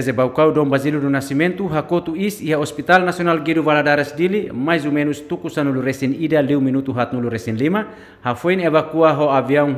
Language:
Tetum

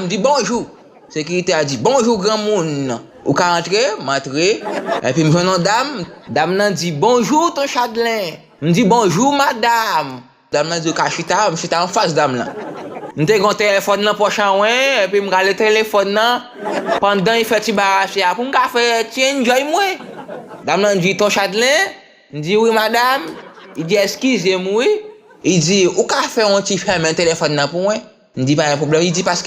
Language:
Haitian Creole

